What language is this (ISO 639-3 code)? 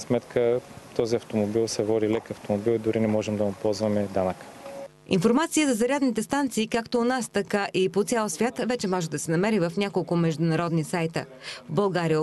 bul